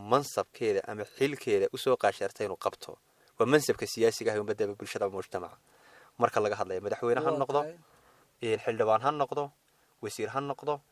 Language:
Somali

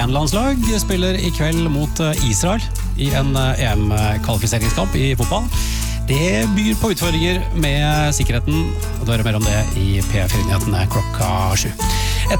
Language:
Norwegian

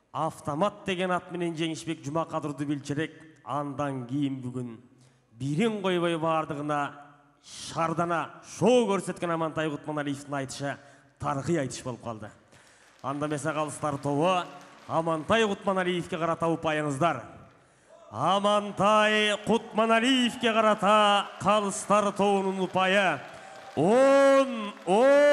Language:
Kyrgyz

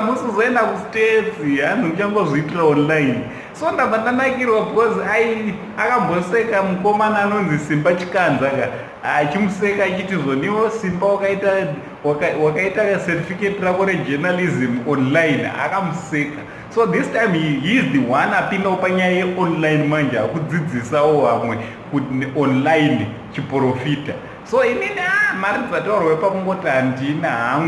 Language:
Shona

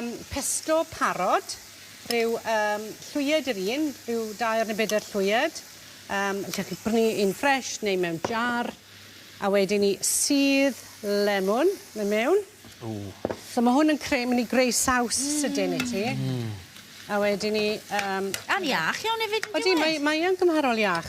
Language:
Welsh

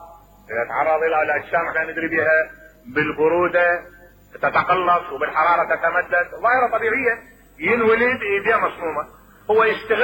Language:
Mesopotamian Arabic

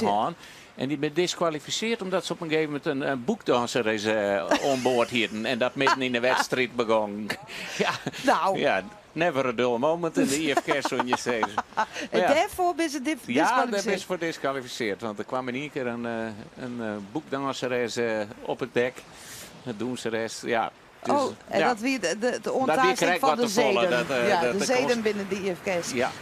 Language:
Western Frisian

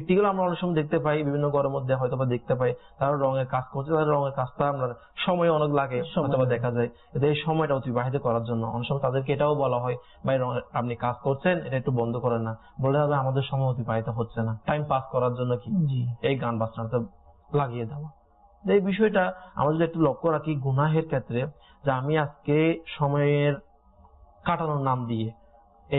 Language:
Bangla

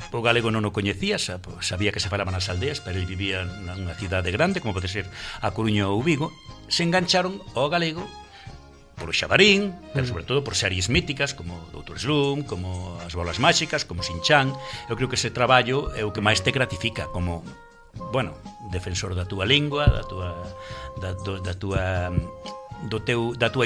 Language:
Galician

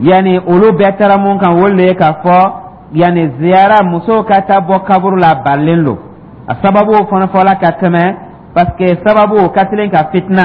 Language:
Dyula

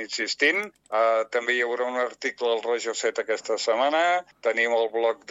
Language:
Catalan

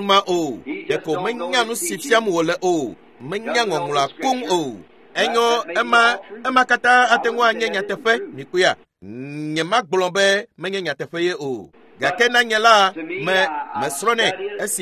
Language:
Ewe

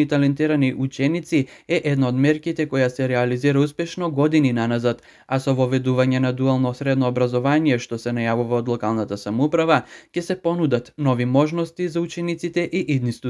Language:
Macedonian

